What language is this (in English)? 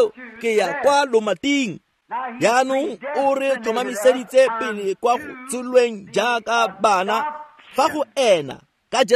Tswana